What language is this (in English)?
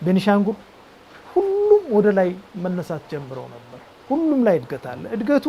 Amharic